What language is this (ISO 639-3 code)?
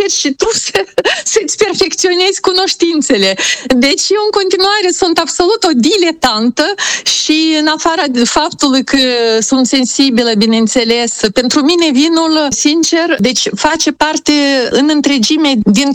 ron